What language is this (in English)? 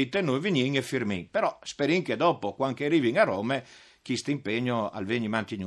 Friulian